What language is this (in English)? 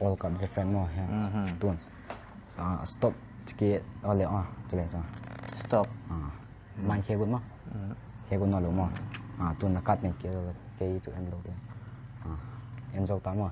Paite Chin